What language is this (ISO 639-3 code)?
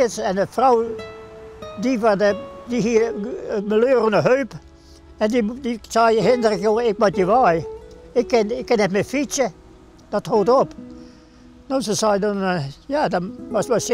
fry